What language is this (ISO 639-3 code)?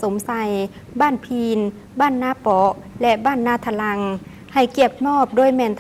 lao